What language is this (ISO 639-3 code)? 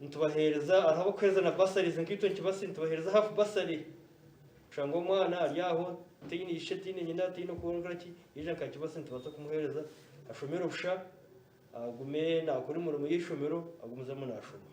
nyn